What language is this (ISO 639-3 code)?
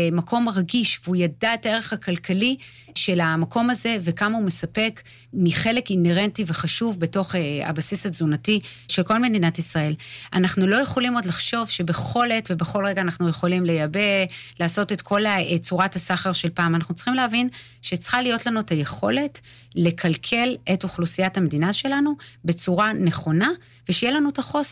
heb